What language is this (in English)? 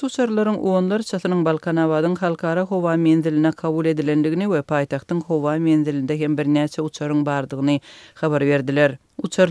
Turkmen